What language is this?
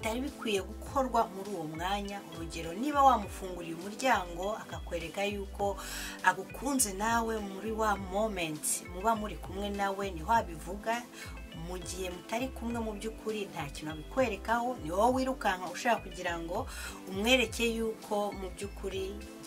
Kinyarwanda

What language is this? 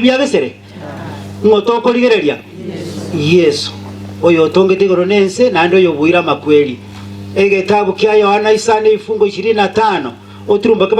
Gusii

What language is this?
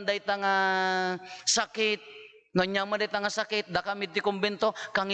Iloko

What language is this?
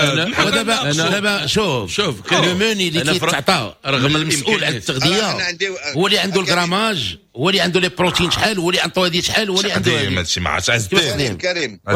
Moroccan Arabic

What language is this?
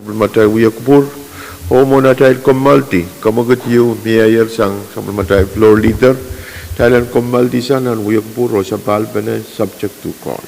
Pohnpeian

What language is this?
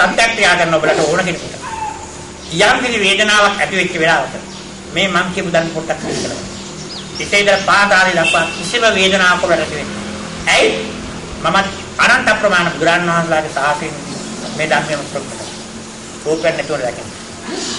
Sinhala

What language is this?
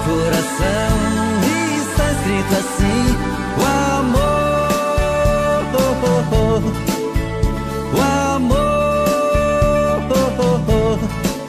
Portuguese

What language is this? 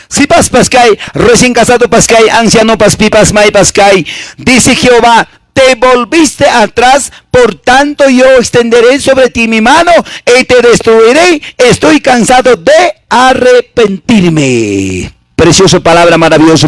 Quechua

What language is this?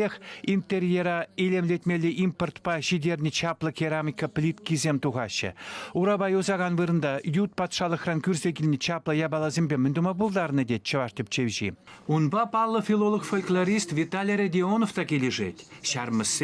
Chuvash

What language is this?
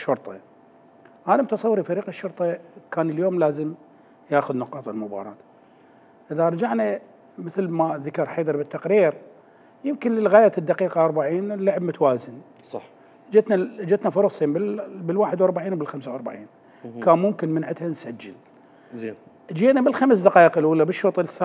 Mesopotamian Arabic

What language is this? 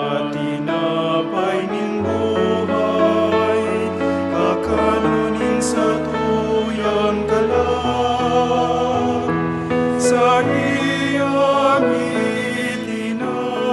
Bikol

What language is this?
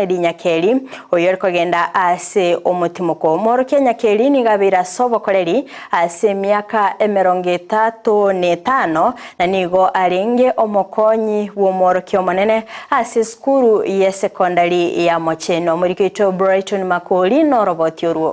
Gusii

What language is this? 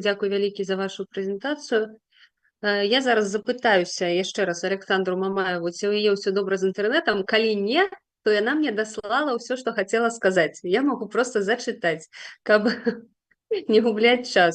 Belarusian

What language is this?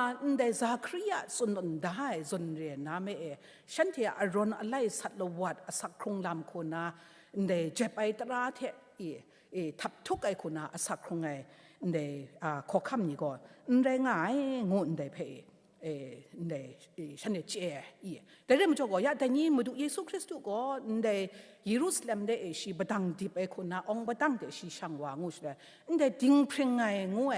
Kachin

